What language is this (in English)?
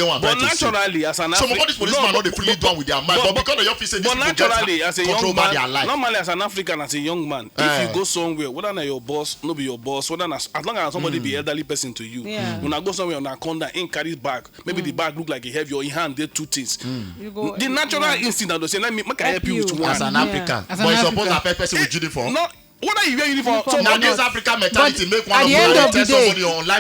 Nigerian Pidgin